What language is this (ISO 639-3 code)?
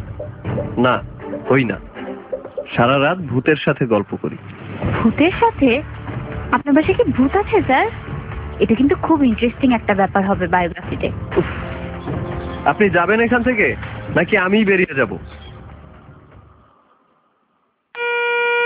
ben